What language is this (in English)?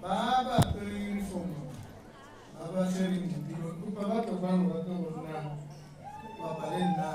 Tswana